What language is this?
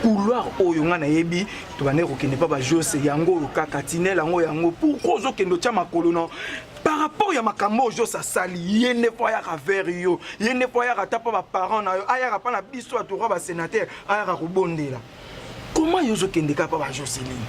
Lingala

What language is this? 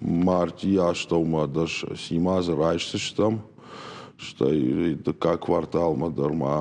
Ossetic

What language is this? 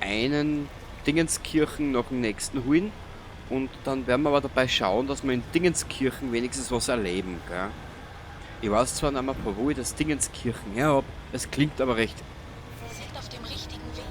Bavarian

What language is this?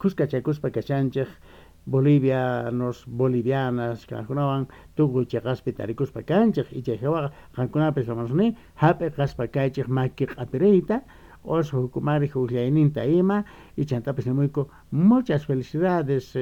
South Bolivian Quechua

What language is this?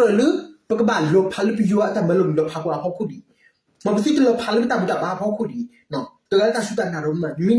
S'gaw Karen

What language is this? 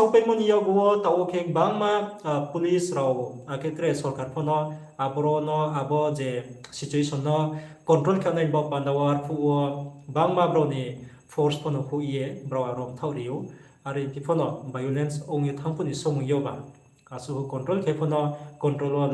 Riang (India)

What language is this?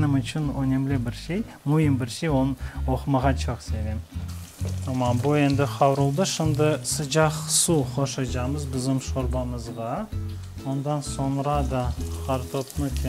Crimean Tatar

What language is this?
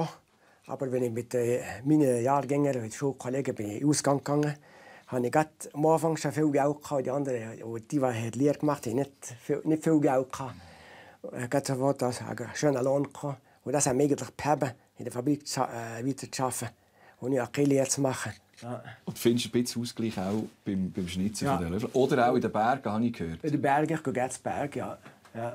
Swiss German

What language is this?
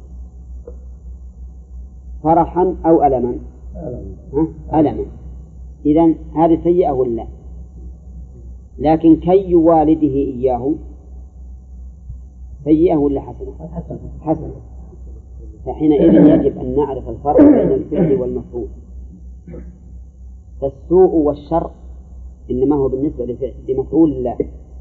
Arabic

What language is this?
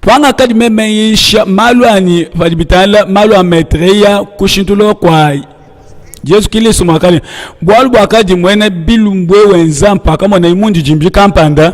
Luba-Lulua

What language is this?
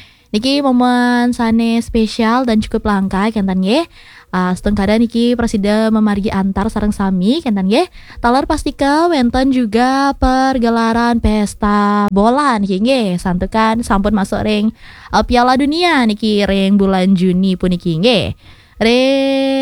Balinese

